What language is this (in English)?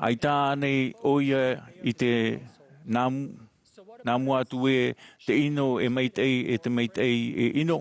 Tahitian